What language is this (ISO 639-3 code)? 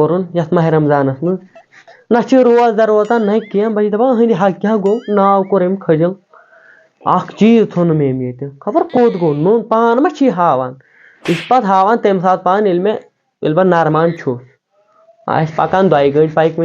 kas